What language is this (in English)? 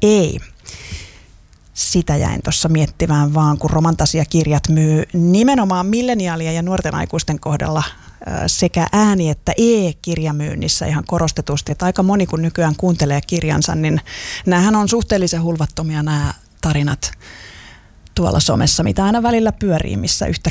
Finnish